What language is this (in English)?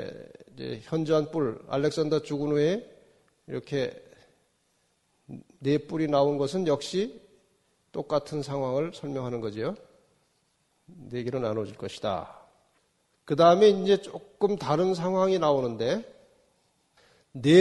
Korean